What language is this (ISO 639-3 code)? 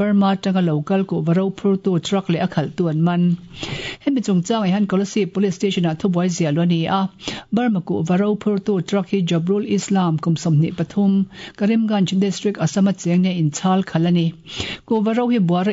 lus